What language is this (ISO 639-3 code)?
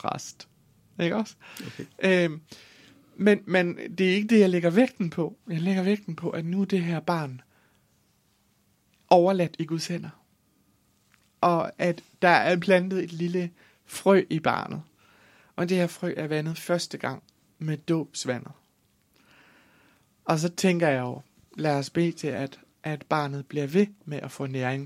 dan